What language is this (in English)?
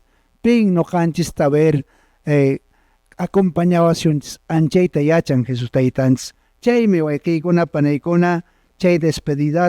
Quechua